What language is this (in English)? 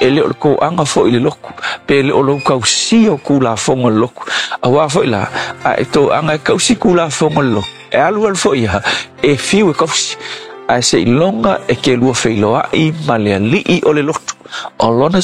Samoan